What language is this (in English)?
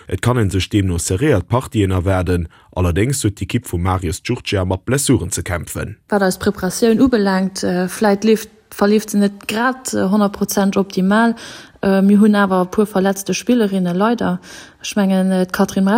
Luxembourgish